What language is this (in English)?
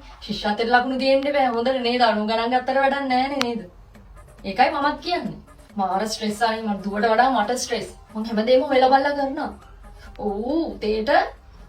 Sinhala